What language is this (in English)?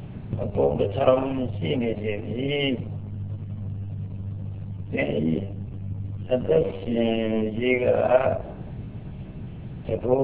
Burmese